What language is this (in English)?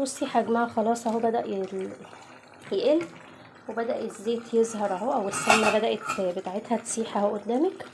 Egyptian Arabic